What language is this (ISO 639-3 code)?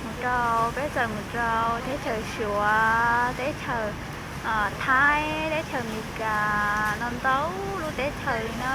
hmn